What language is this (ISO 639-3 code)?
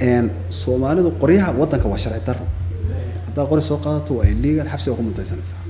som